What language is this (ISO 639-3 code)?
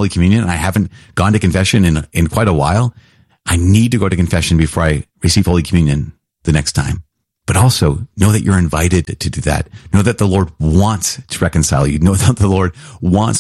eng